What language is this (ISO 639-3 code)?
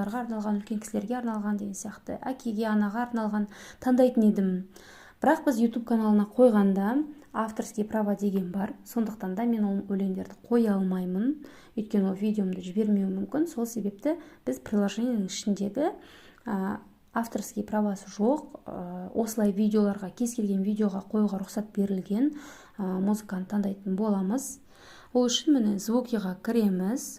kaz